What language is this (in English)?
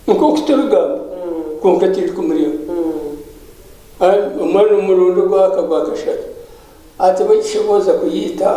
Nyankole